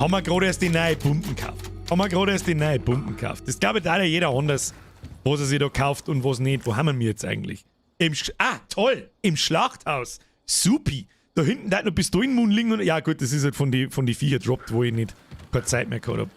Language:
Bavarian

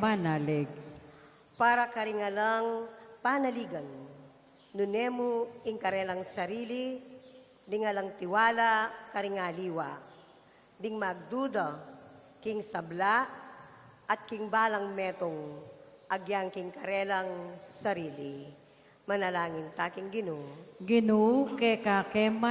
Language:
Pampanga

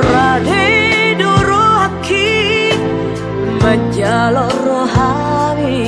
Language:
Batak Toba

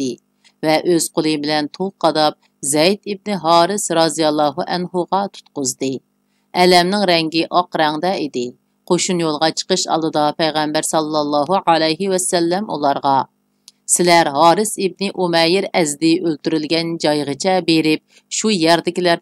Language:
Uyghur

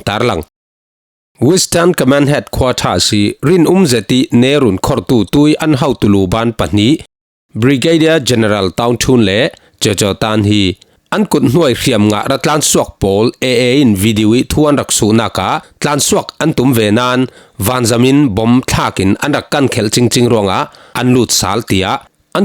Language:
Falam Chin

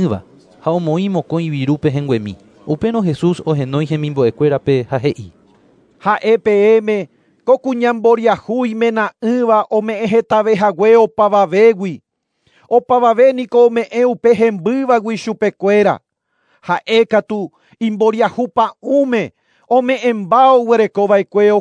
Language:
Guarani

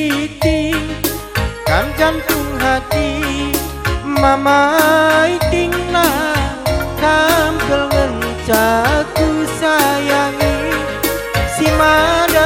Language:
Batak Karo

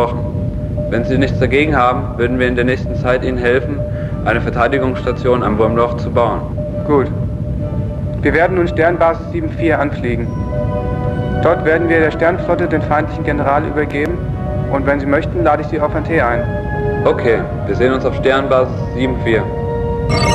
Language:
German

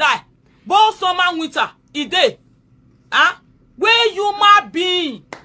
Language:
Nigerian Pidgin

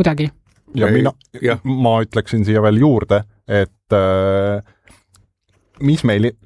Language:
Estonian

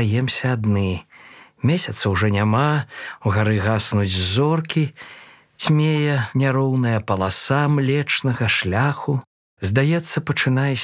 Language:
Belarusian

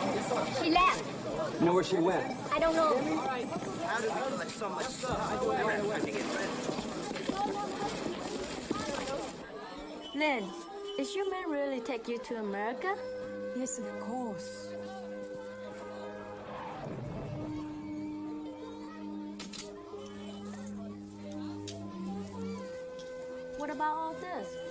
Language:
English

